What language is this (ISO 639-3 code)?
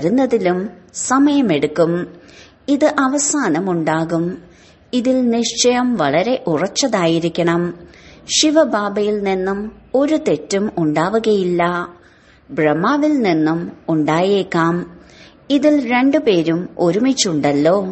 mal